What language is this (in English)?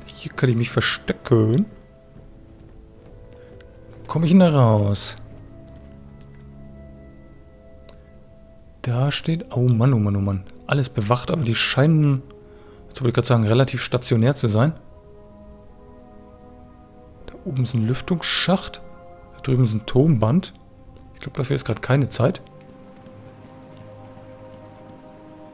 German